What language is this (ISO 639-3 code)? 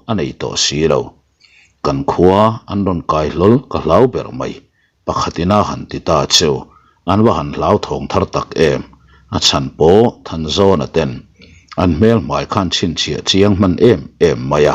lus